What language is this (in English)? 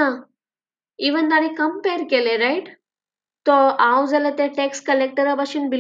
Konkani